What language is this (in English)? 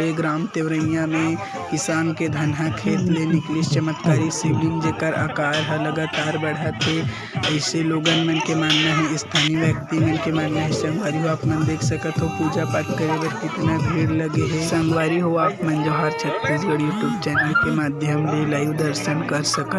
Chhattisgarhi